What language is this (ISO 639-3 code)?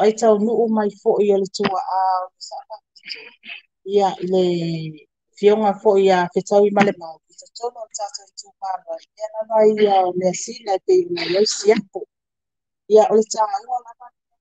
smo